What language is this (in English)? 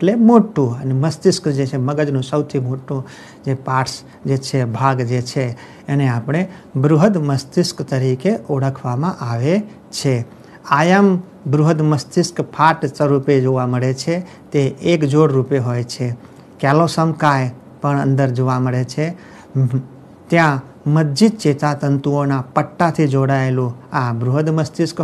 Gujarati